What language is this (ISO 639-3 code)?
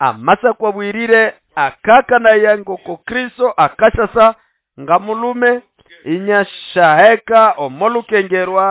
nnb